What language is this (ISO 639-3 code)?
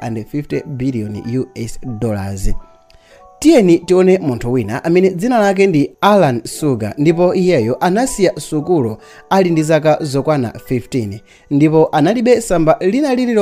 nya